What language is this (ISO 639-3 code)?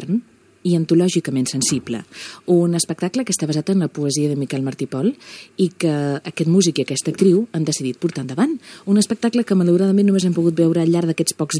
cat